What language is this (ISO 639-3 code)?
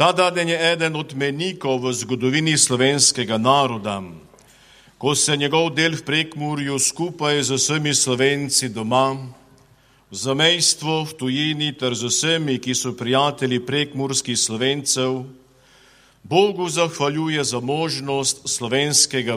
slv